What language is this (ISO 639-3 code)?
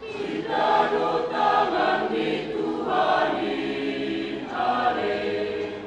bts